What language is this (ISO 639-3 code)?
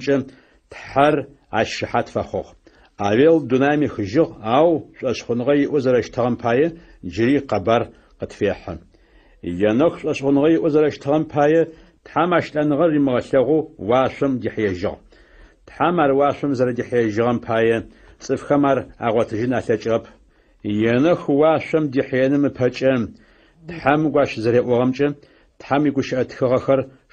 ady